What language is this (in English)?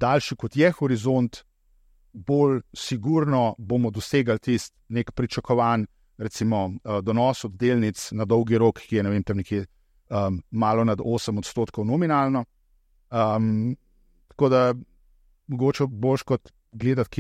Slovenian